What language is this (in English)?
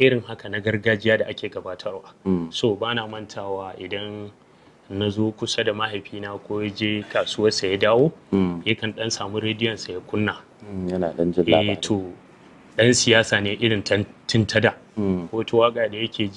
Hausa